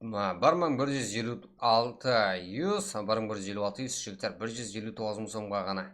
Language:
Kara-Kalpak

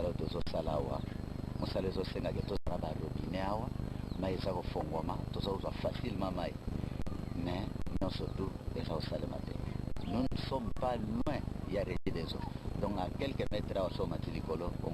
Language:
Lingala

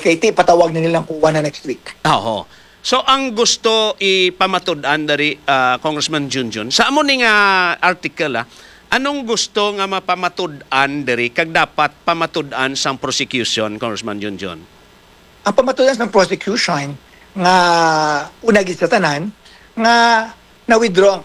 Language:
Hiligaynon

